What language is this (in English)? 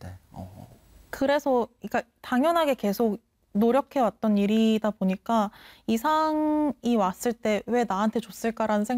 Korean